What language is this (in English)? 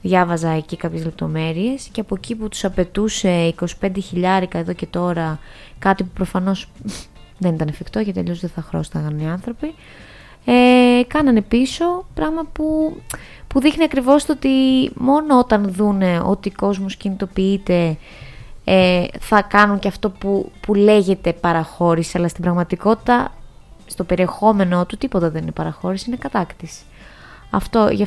Greek